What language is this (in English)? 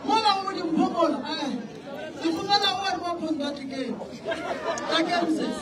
Northern Sotho